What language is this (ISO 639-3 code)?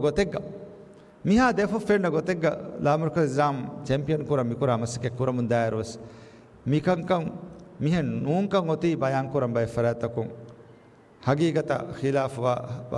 div